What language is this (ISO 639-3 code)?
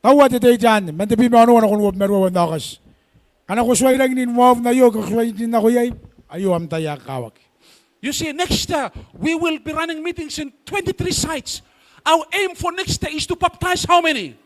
gil